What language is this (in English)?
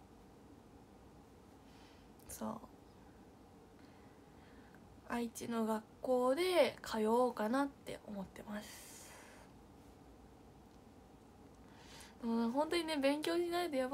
Japanese